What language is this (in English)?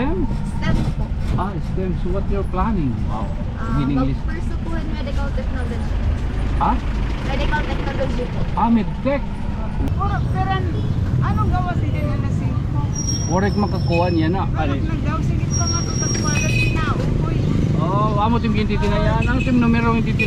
Waray